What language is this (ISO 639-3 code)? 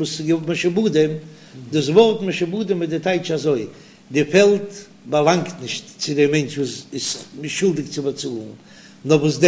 yid